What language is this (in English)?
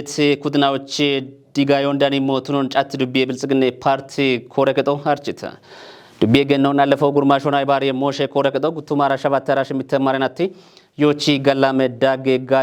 Kafa